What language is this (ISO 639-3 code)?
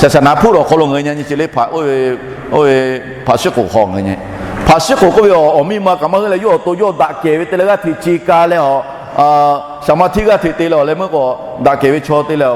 lhu